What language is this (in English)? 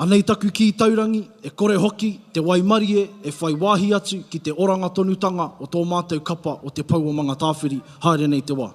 Māori